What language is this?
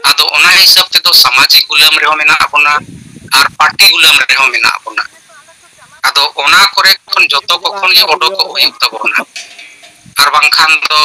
Santali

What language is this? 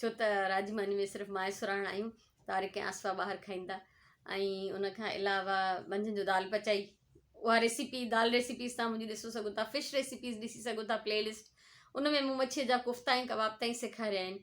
Sindhi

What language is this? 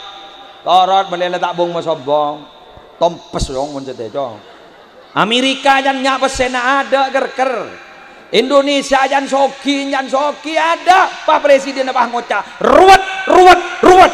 Madurese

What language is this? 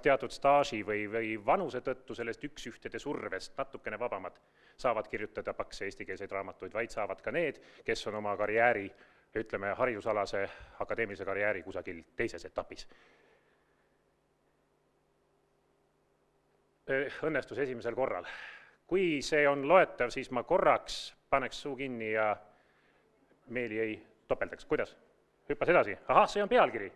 Estonian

